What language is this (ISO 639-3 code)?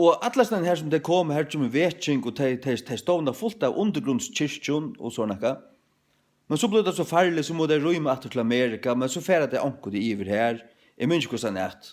fao